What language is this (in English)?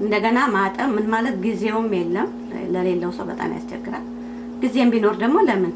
Amharic